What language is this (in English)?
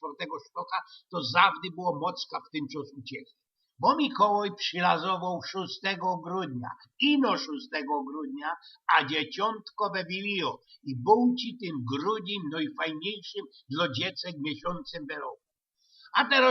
Silesian